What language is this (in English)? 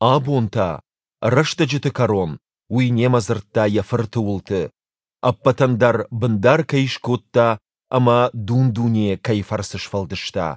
Ossetic